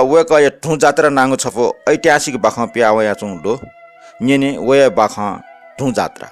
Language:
Newari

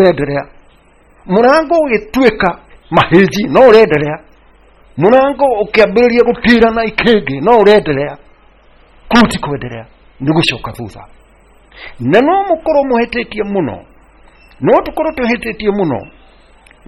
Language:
Kikuyu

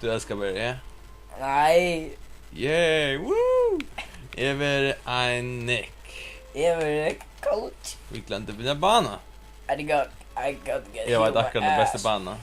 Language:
Faroese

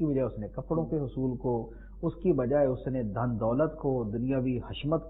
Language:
Urdu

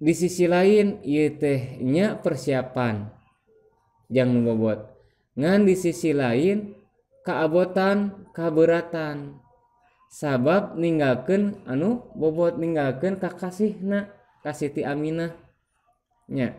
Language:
Sundanese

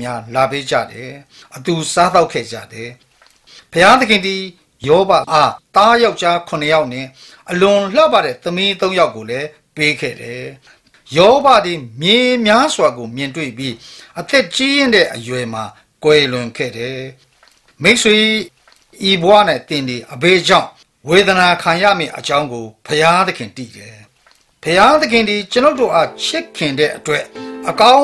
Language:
Burmese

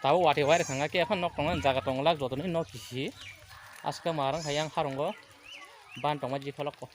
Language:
Kok Borok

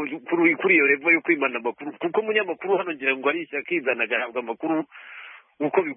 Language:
Kinyarwanda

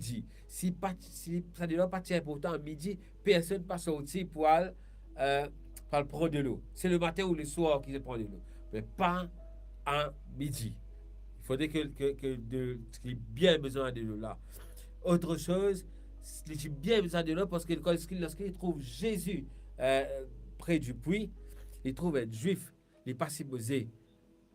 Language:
Morisyen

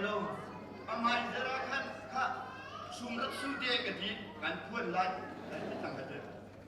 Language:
Hakha Chin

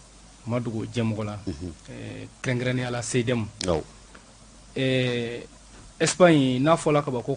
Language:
Bambara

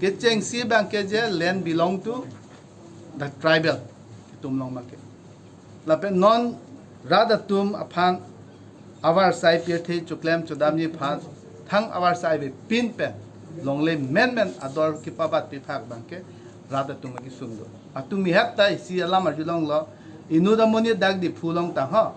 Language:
Karbi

